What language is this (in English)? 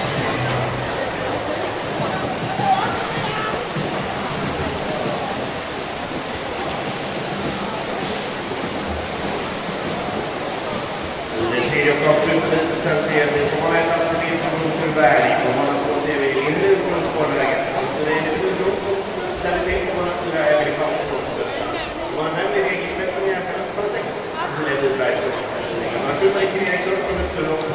Swedish